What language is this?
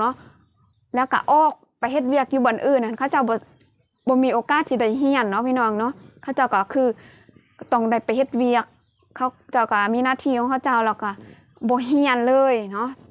Lao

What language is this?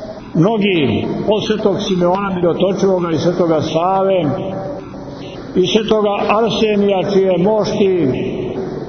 Serbian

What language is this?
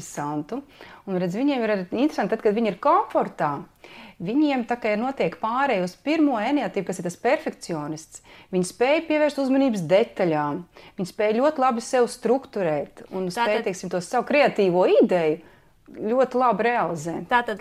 Latvian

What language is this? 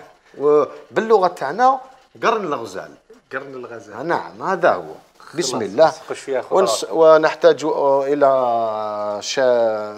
Algerian Arabic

